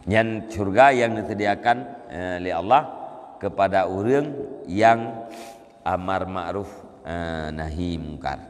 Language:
Achinese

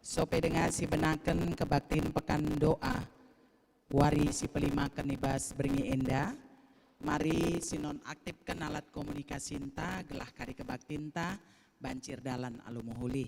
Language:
Batak Karo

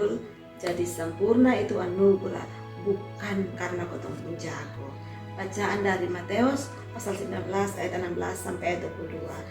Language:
Kupang Malay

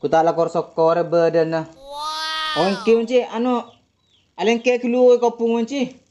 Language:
Madurese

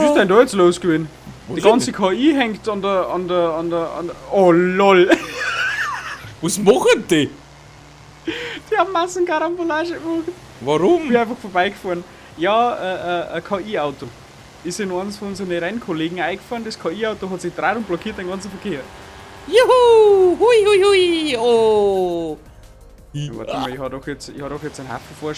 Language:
Bavarian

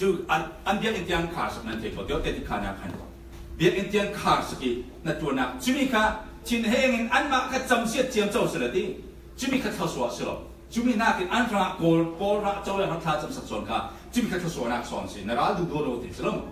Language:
Falam Chin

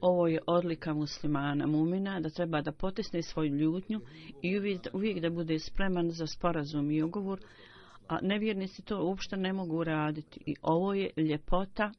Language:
Bosnian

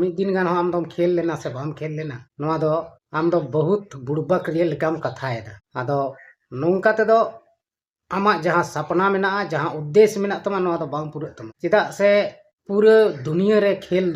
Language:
Santali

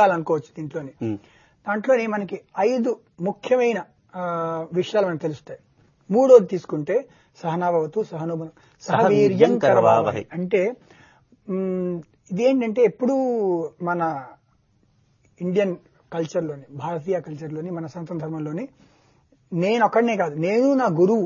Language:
Telugu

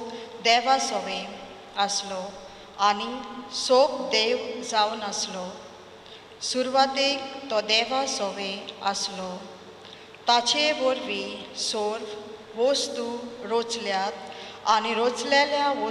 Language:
Konkani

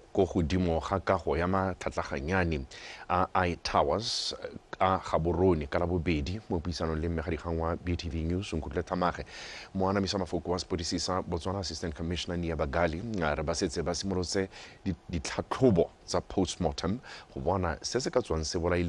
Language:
Tswana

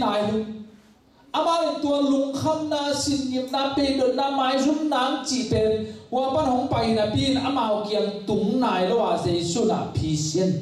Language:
Tedim Chin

